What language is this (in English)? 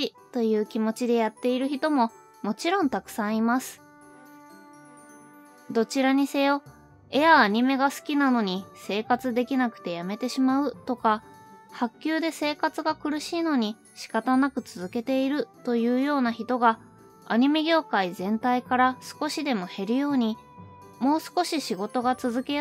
Japanese